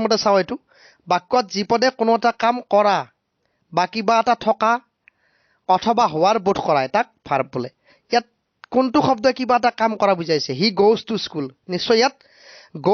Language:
Assamese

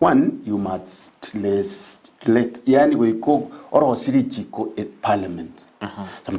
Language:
Gusii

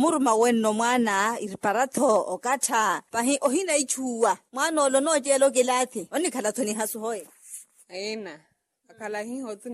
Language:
Makhuwa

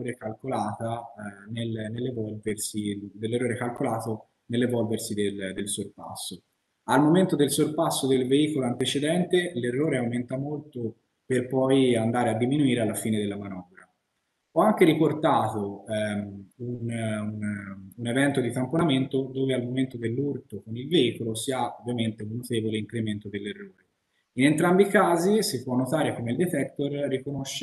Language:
Italian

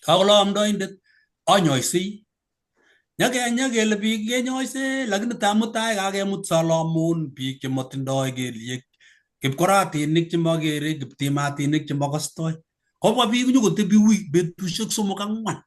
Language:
Kalenjin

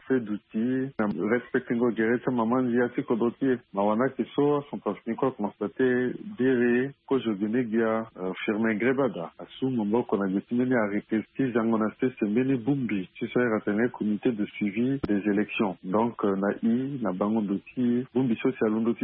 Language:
Sango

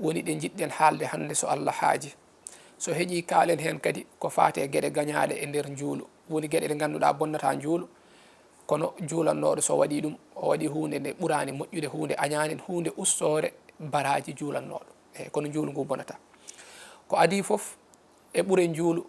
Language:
Fula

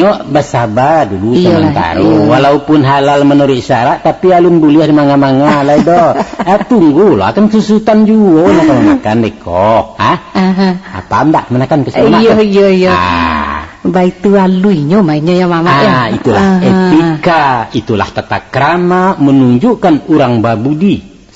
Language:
Minangkabau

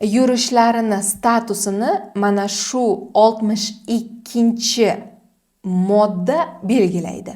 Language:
Uzbek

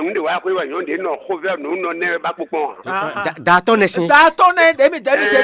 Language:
Fon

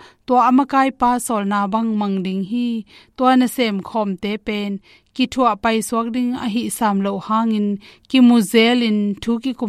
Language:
Tedim Chin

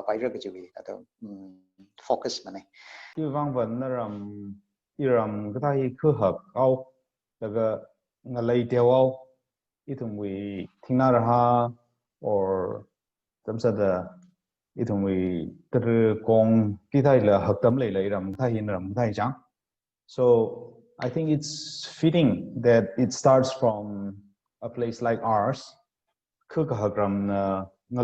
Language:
Tangkhul Naga (India)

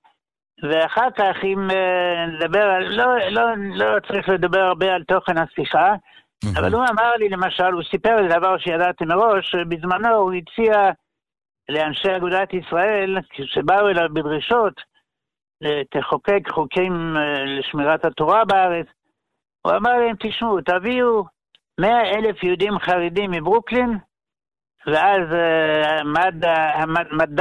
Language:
Hebrew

